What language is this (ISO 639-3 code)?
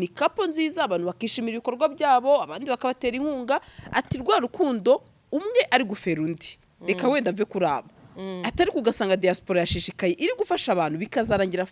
kin